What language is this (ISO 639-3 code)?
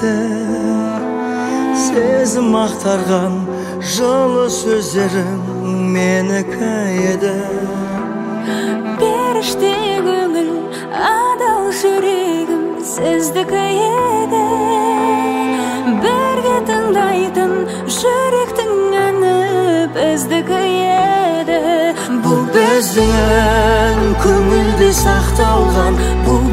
kaz